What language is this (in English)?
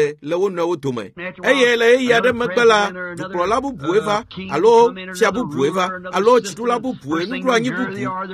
Ewe